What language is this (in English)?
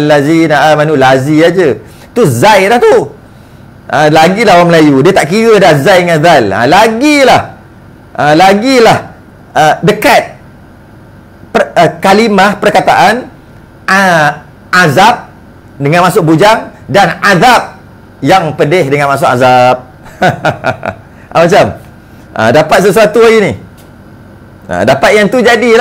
Malay